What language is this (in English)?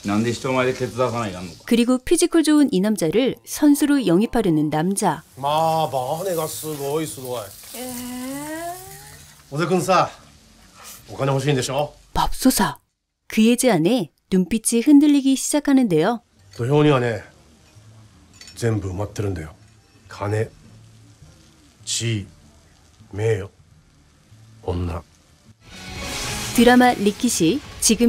Japanese